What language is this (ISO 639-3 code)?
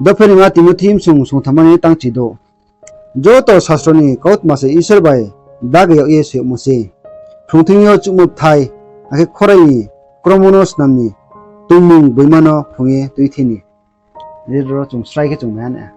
ria